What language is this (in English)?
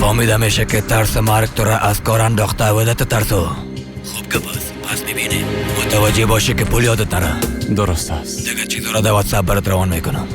Persian